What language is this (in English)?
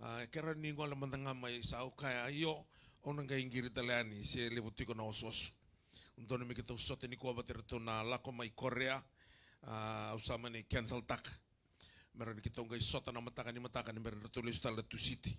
Fijian